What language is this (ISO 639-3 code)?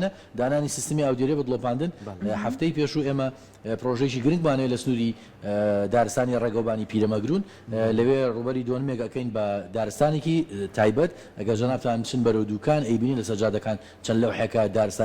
ckb